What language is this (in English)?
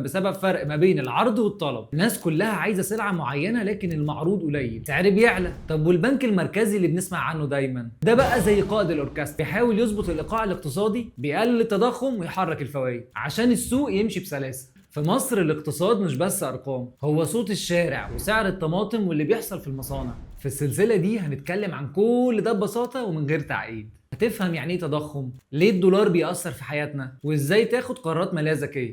Egyptian Arabic